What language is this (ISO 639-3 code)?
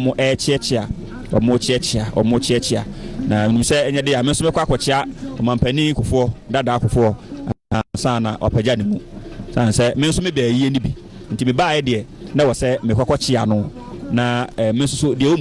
aka